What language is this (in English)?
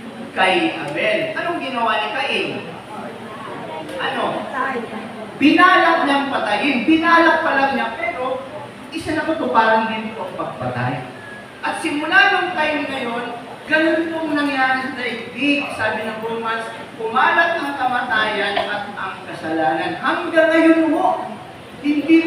Filipino